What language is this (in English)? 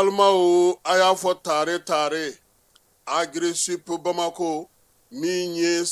Bambara